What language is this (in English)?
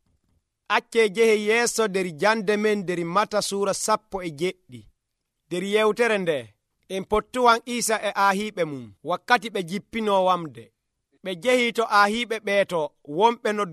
Nigerian Fulfulde